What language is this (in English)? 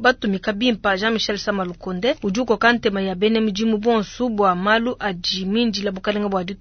Luba-Lulua